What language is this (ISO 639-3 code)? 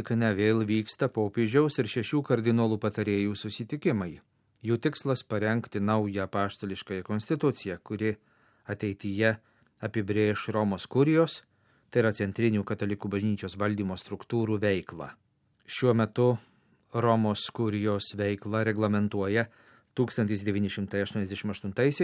lit